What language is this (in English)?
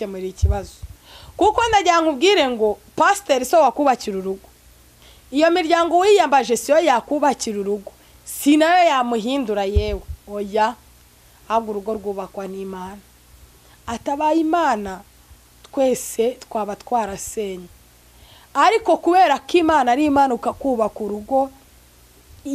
Kinyarwanda